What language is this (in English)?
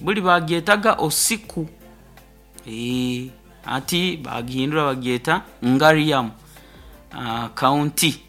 Nyoro